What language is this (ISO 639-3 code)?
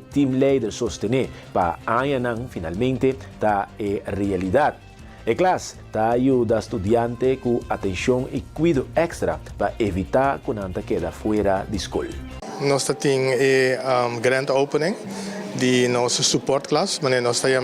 pap